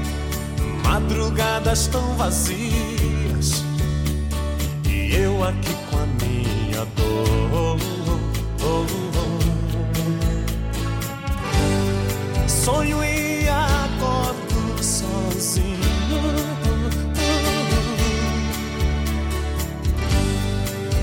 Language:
Portuguese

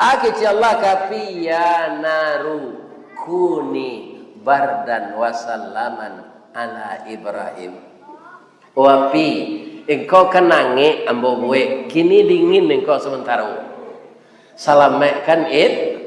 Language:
Minangkabau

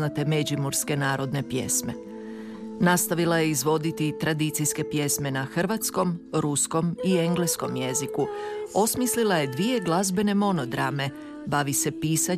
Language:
Croatian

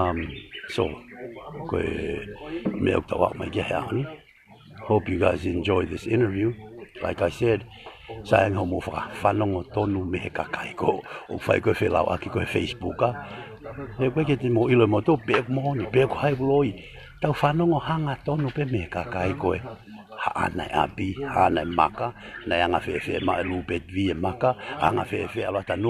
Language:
Tongan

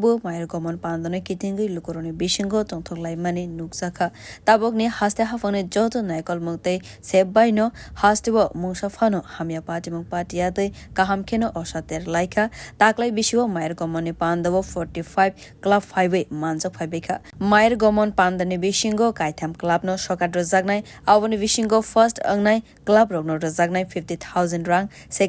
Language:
Kok Borok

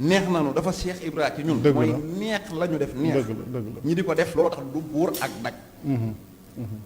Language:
Wolof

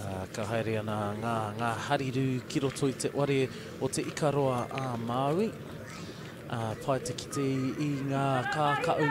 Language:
Māori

